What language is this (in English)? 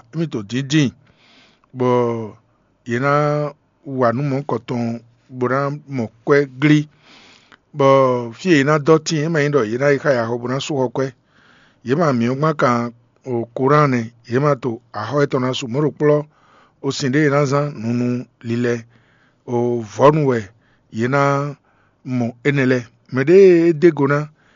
Fon